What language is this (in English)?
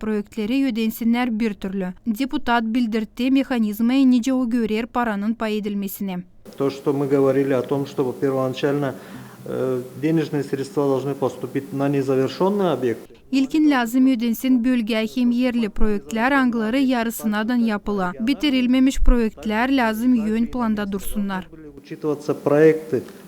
Gagauz